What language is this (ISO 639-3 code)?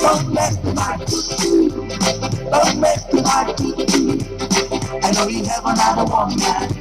ton